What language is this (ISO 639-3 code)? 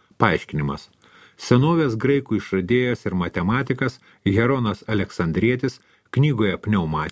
lit